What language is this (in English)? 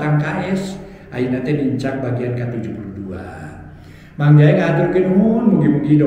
Sundanese